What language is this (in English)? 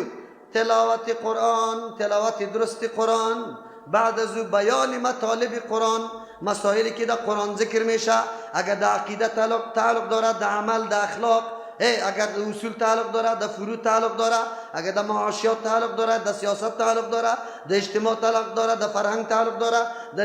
Persian